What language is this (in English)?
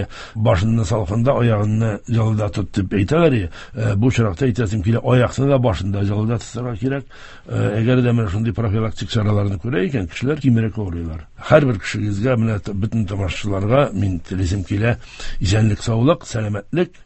Tatar